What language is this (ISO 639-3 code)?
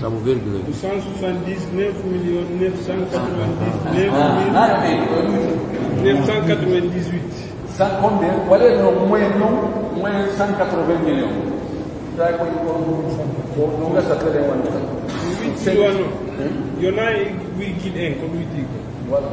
fuf